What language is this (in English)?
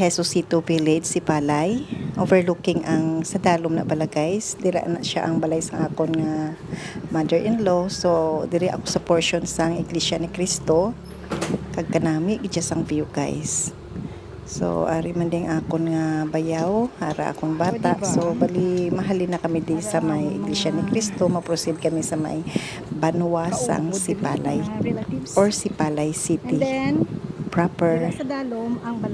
Hiligaynon